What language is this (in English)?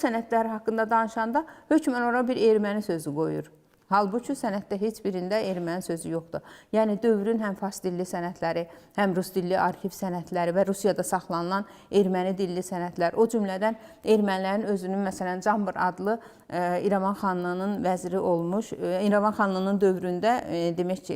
Azerbaijani